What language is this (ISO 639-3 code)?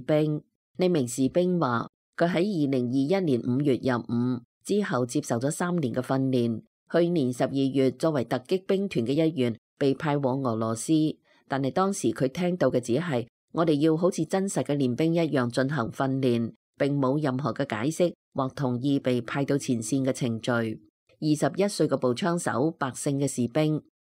yue